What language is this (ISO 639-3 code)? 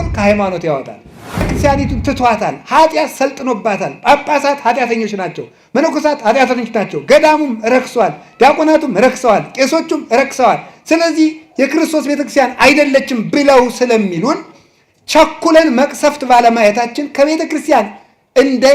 amh